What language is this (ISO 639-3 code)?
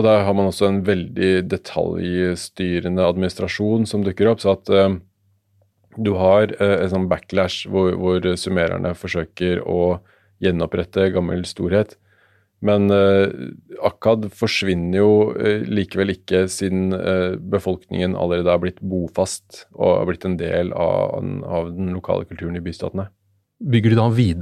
nor